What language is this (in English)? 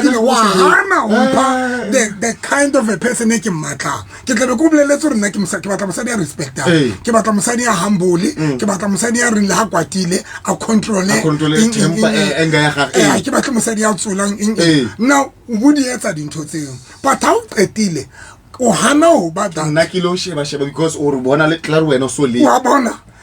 Southern Sotho